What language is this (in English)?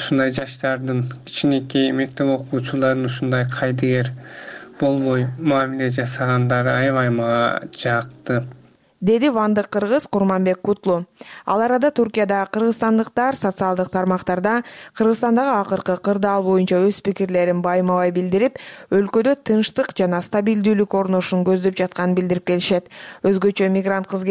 Kyrgyz